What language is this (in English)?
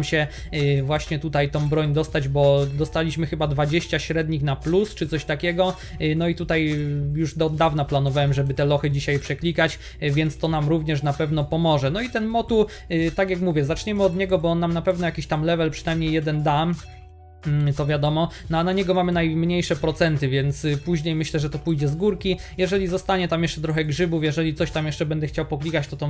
Polish